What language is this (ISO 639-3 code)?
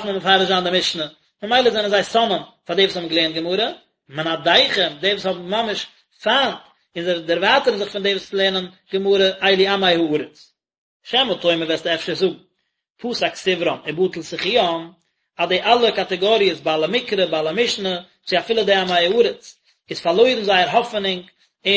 yid